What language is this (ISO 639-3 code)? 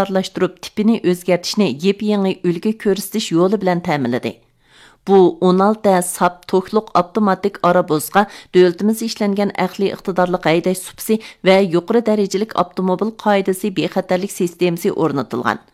uig